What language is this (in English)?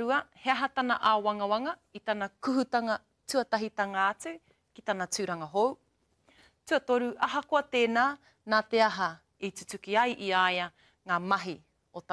Māori